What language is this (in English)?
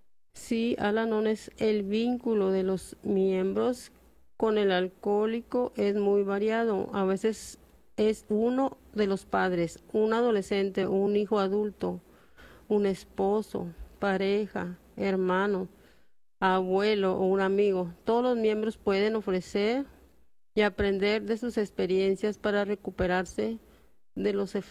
Spanish